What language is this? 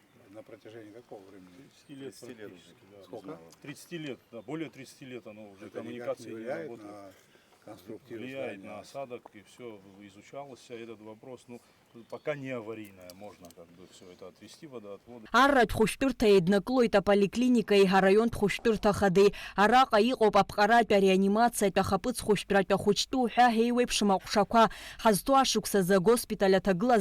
Abkhazian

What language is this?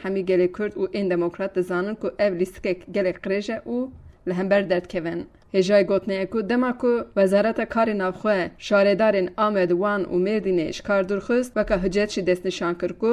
Kurdish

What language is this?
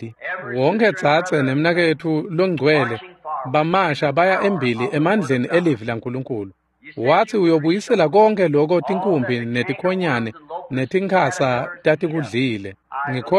Swati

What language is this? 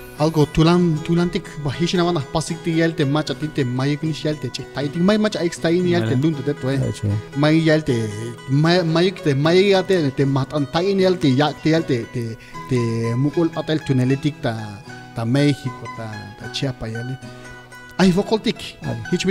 Tzeltal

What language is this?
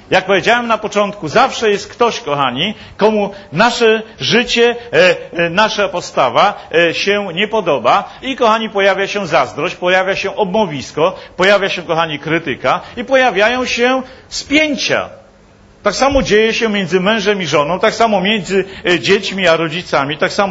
Polish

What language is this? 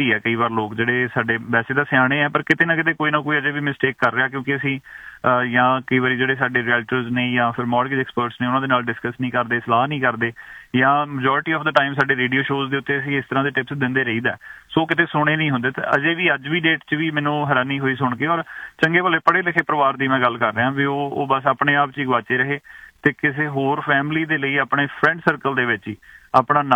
Punjabi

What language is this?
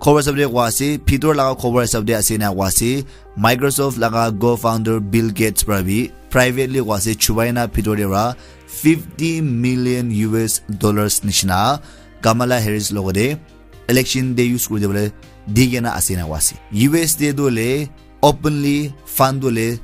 Naga Pidgin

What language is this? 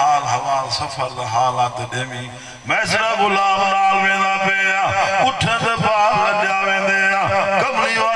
Saraiki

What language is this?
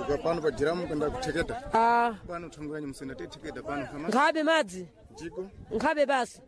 Sena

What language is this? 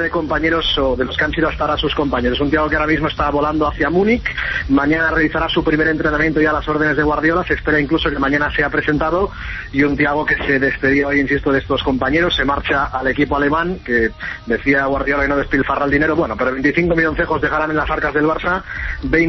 Spanish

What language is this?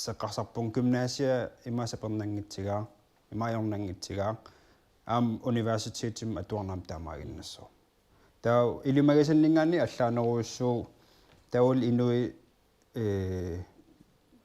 Kalaallisut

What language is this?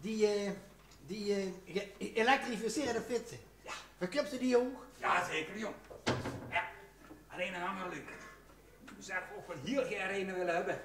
Limburgish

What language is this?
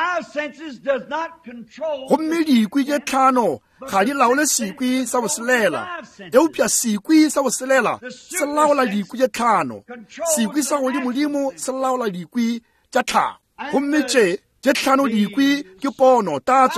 Northern Sotho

